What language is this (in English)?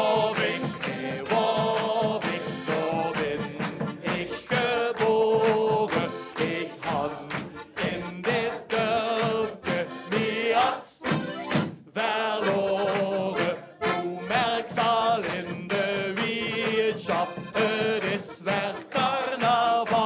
Limburgish